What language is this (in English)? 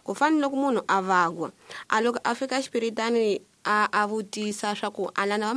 Tsonga